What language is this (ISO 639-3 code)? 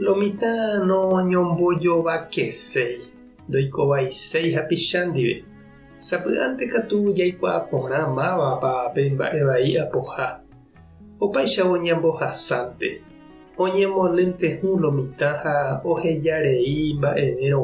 grn